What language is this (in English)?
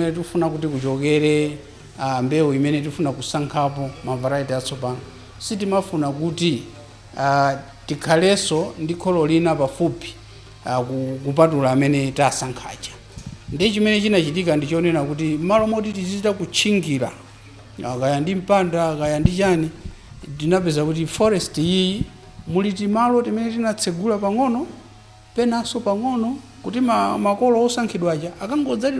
Nyanja